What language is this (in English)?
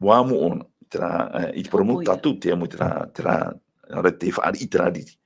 Tahitian